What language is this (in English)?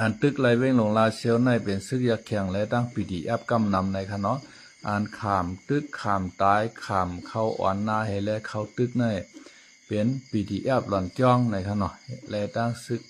Shan